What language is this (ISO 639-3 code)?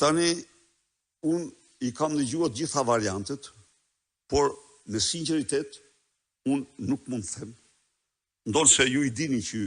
sqi